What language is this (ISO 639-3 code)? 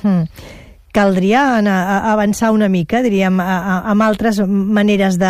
cat